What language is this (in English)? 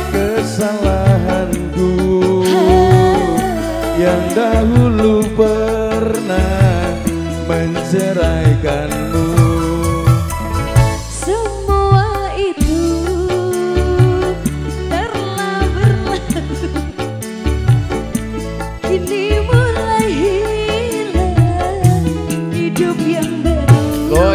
Indonesian